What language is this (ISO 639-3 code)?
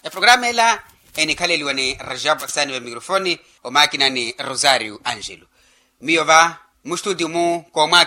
vmw